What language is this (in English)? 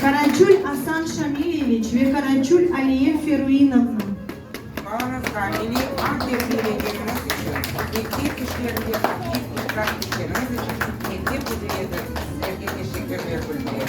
Crimean Tatar